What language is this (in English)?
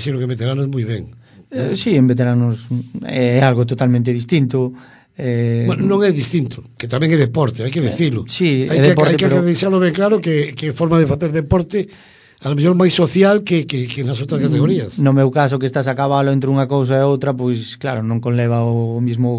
Galician